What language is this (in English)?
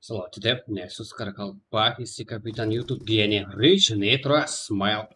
Kara-Kalpak